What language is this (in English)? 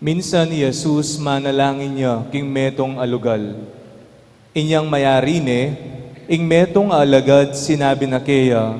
Pampanga